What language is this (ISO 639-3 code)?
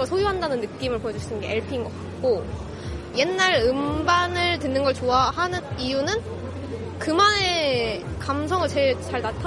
kor